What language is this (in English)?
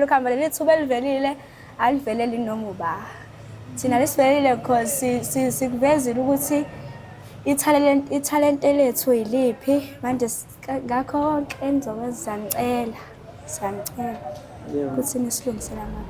Zulu